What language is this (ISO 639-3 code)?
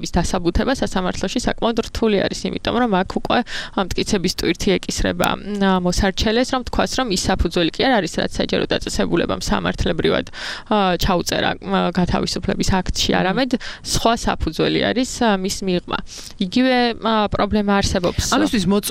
kat